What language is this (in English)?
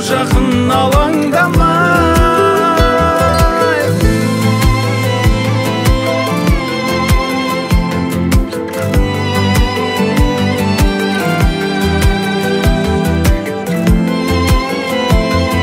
Kazakh